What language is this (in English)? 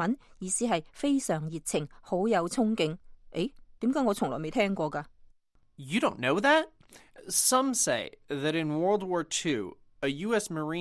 Cantonese